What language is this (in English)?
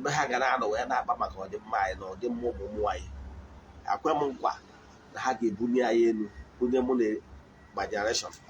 Igbo